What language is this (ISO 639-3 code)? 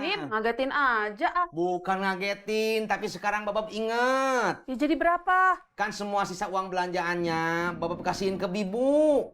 bew